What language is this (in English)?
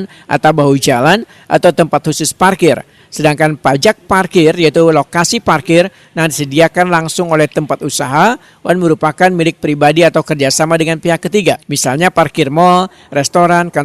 Banjar